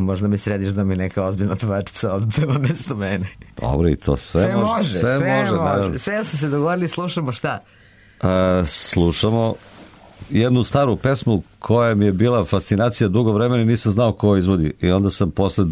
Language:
Serbian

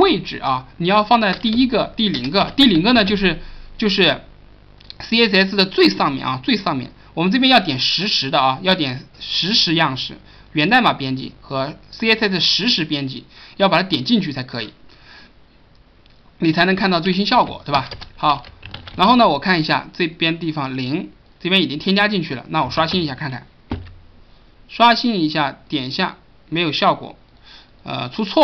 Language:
Chinese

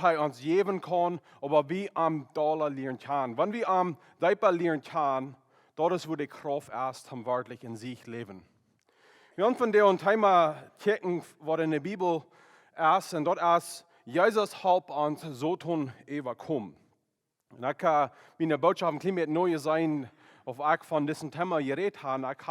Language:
Plautdietsch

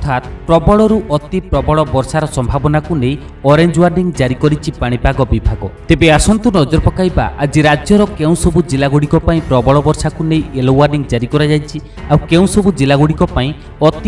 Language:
Odia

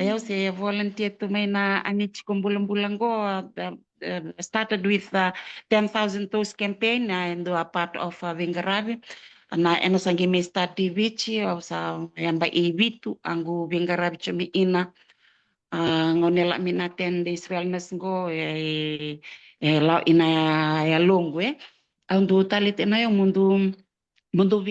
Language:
Fijian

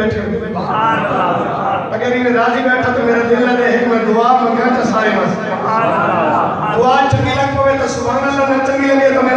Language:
Saraiki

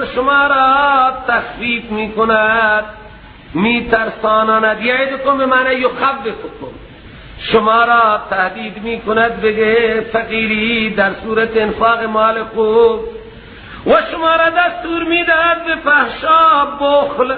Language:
Persian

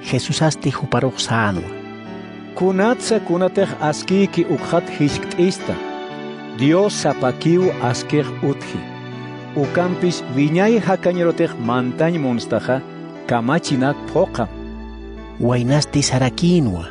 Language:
Aymara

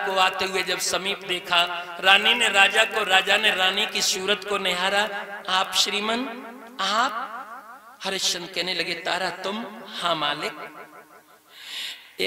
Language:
Hindi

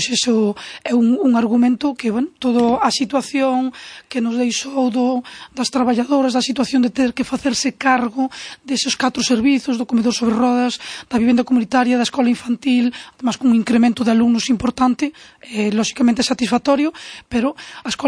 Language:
Galician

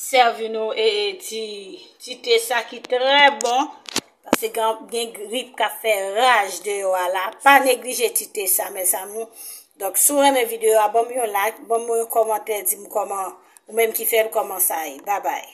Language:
Haitian Creole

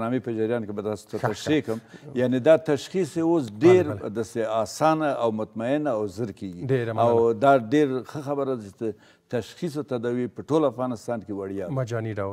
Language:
Pashto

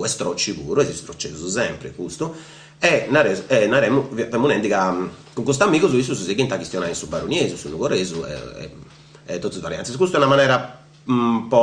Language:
Sardinian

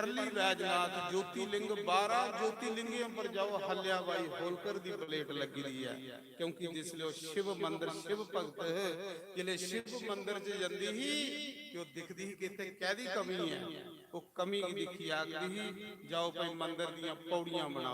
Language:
Dogri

